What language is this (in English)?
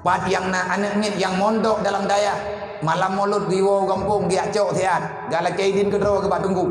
Achinese